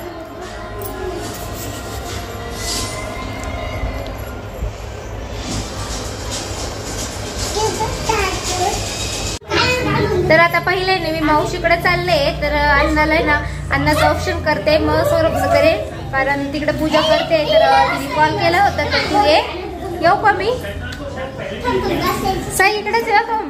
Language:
Marathi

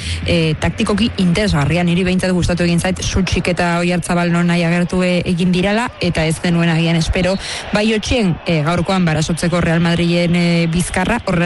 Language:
Basque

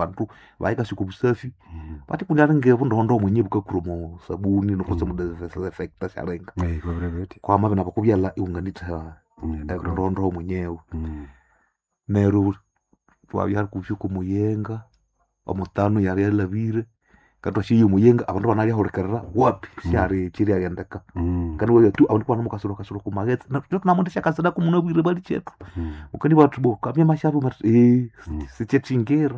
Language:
Swahili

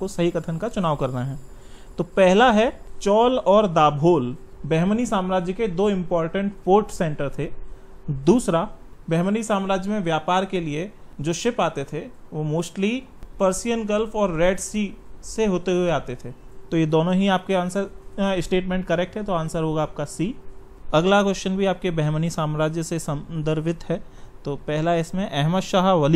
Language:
Hindi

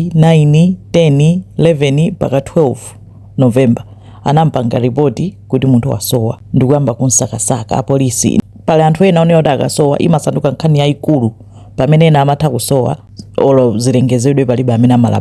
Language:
Nyanja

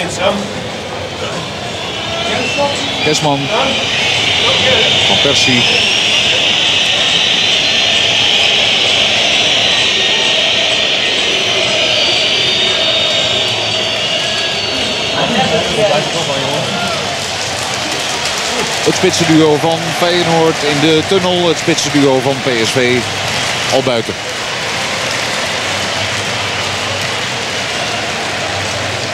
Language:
Dutch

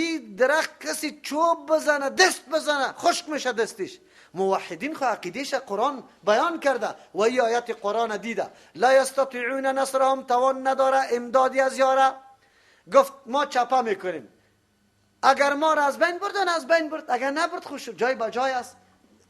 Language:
Persian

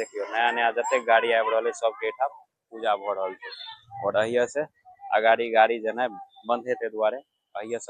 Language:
Maithili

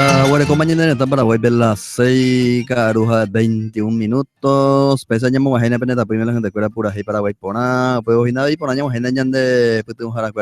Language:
Guarani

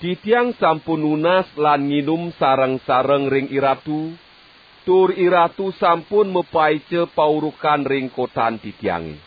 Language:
Balinese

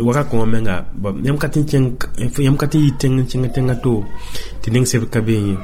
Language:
Mossi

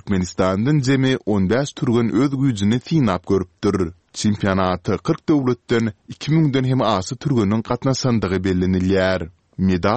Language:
Turkmen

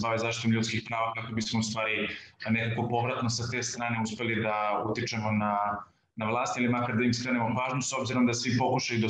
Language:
Serbian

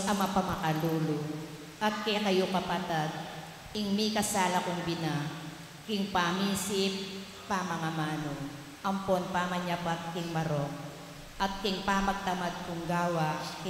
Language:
Pampanga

